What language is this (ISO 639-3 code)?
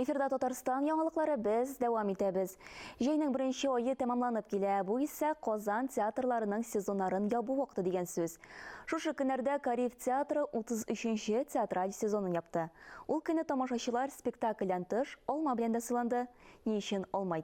tat